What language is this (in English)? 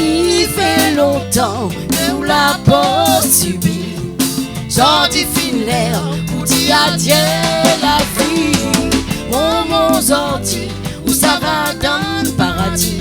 Réunion Creole French